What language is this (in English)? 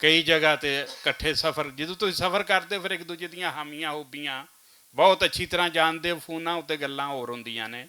Western Panjabi